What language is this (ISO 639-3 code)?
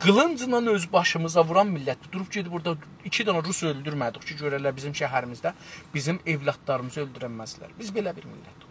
azb